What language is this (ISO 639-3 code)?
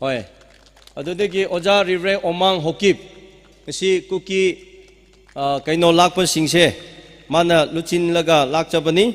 nmf